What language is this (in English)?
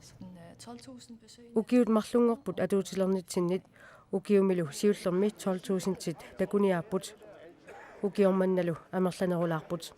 Kalaallisut